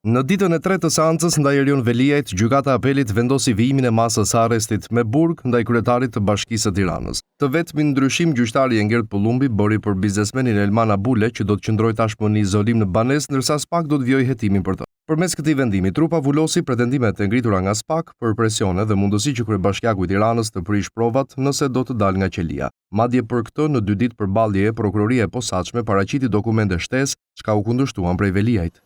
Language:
Albanian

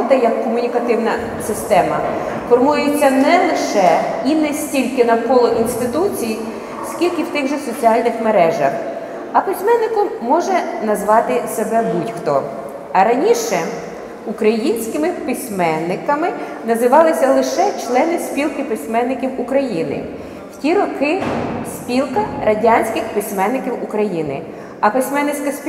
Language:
Ukrainian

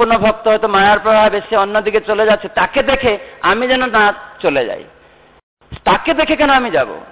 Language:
Bangla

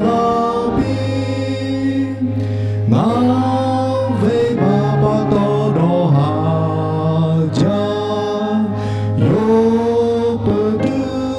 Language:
Lahu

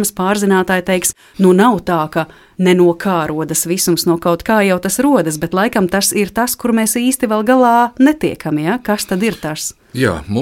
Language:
Latvian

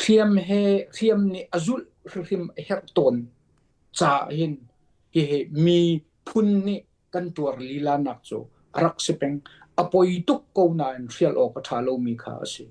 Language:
Hakha Chin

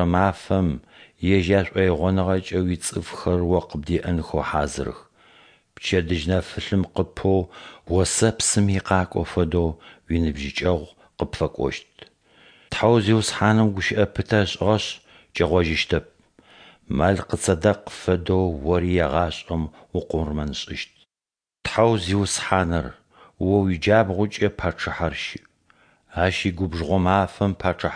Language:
Adyghe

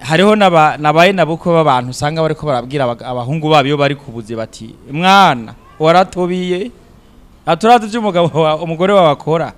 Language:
Rundi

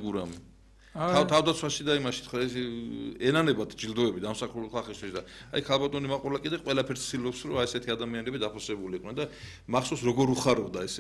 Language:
Georgian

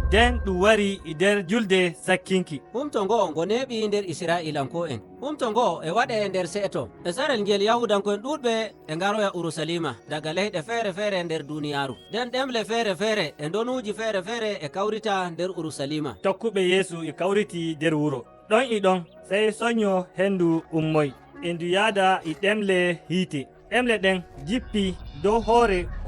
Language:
Nigerian Fulfulde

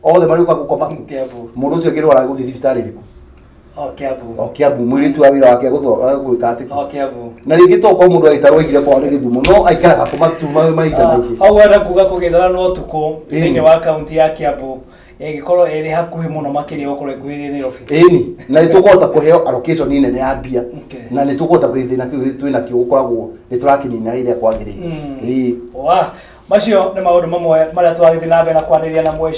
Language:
Kikuyu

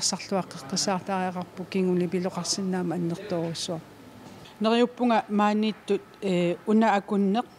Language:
Kalaallisut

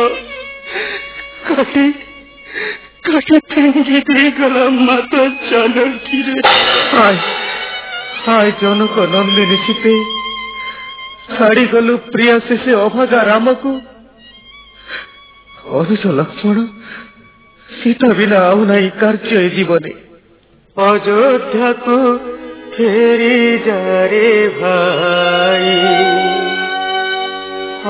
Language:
Odia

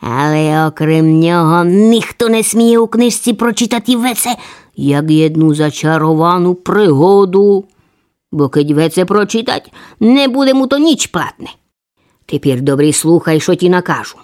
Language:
Rusyn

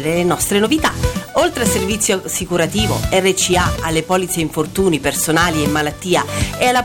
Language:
Italian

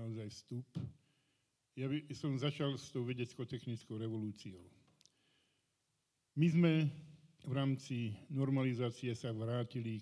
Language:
Slovak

